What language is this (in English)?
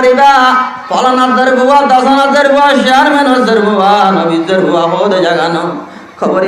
Rohingya